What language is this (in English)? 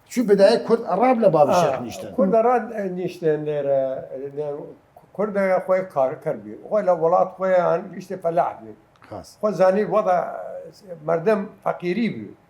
Southern Kurdish